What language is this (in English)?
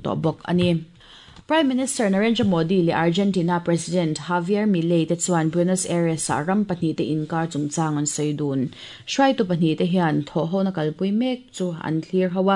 Mizo